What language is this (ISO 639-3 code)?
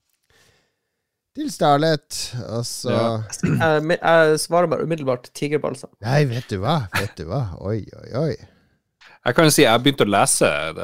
nor